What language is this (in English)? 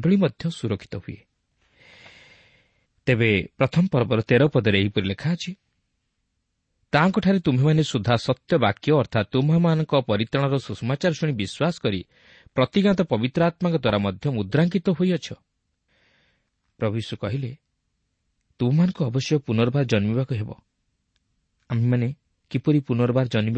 Odia